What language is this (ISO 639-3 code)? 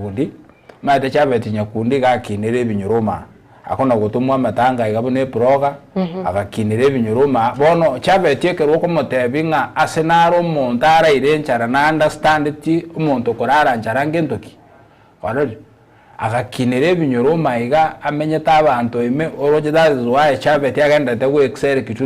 guz